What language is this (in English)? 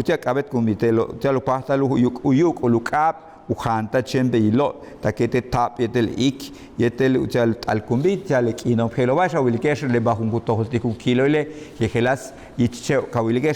Yucateco